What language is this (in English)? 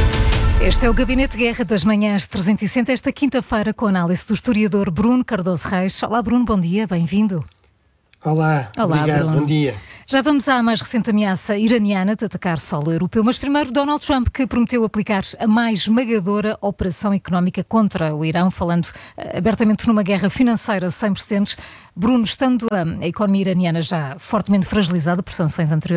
Portuguese